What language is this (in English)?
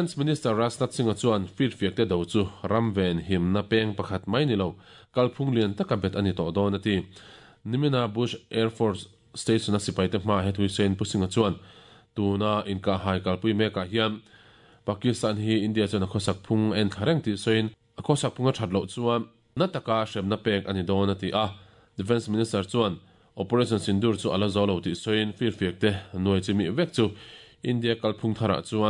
Mizo